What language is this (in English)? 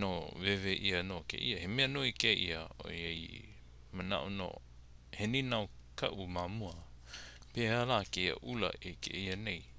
Hawaiian